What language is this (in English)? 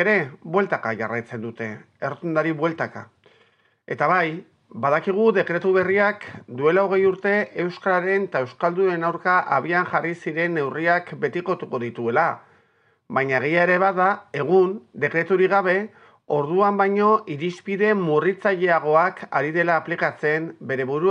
Basque